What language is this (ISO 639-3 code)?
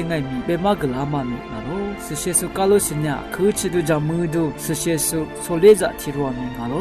lis